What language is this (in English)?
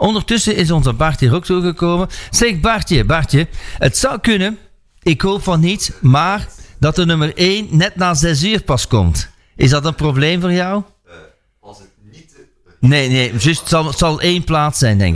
Dutch